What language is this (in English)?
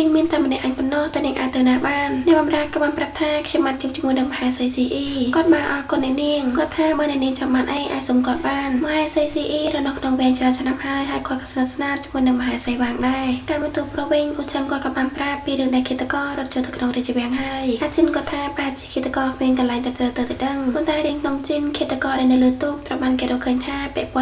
Khmer